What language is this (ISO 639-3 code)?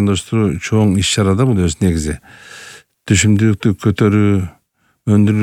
kir